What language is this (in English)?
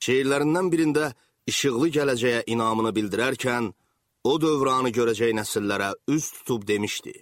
Azerbaijani